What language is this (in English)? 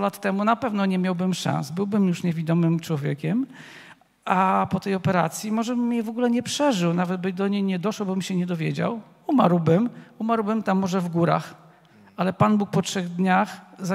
Polish